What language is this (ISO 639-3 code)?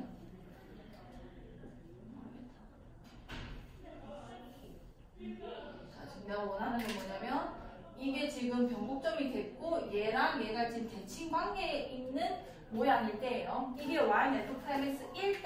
kor